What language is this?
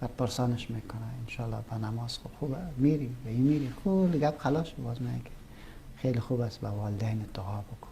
Persian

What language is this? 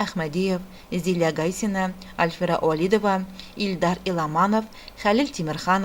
Tatar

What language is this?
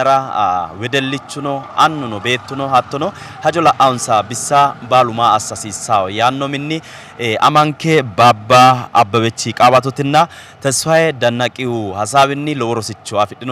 Sidamo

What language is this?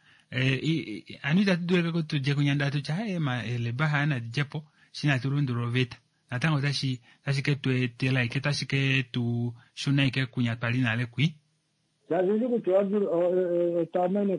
Kuanyama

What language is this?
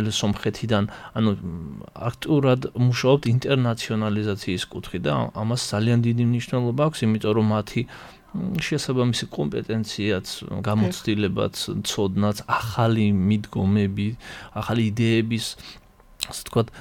Georgian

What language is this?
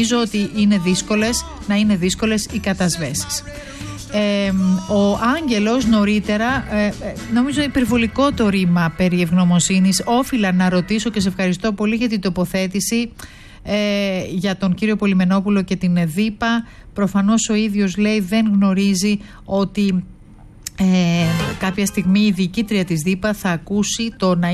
Greek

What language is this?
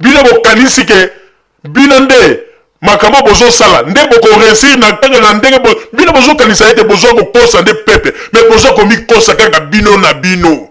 Lingala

